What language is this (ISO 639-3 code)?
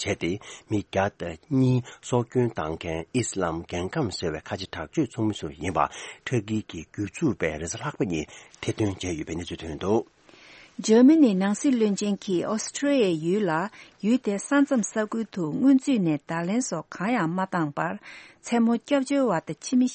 bod